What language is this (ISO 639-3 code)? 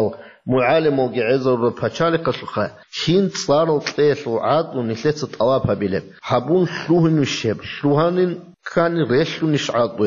ava